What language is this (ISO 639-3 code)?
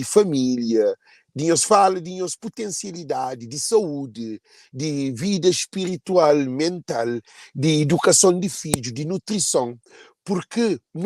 kea